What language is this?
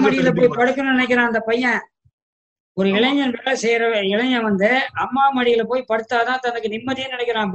Tamil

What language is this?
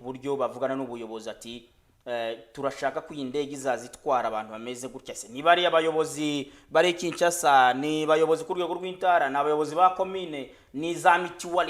Kinyarwanda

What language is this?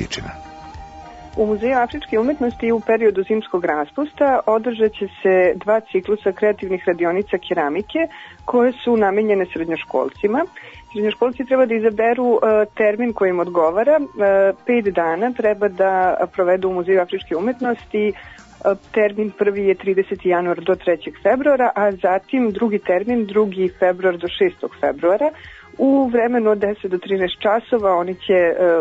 Serbian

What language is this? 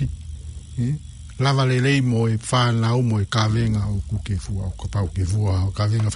Tongan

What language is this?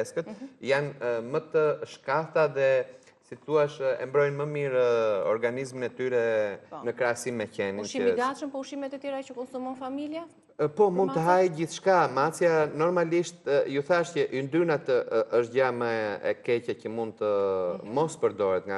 Albanian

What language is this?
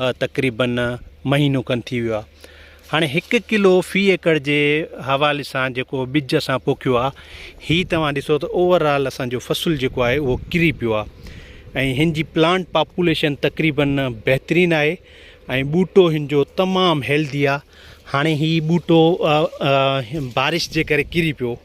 Sindhi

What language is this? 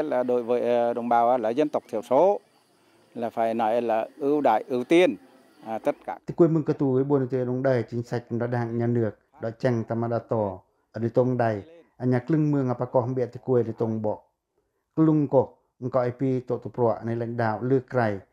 Pacoh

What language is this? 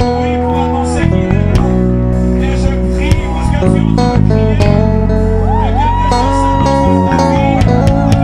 French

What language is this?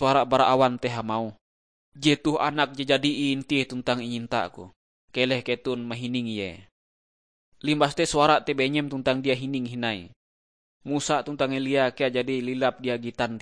Ngaju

